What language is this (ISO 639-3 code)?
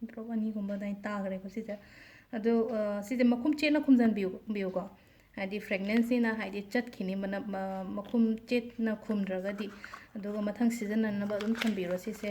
mni